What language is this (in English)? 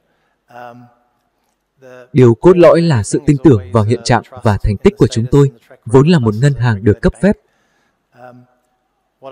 Vietnamese